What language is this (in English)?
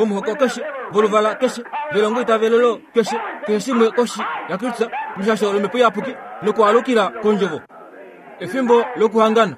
Kuanyama